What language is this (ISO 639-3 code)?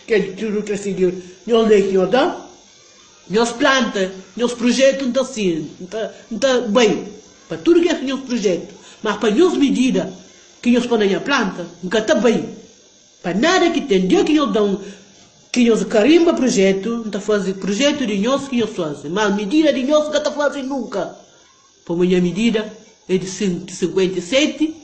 kea